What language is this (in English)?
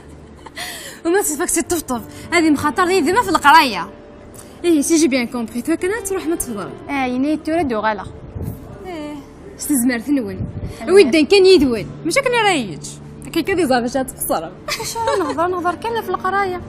Kabyle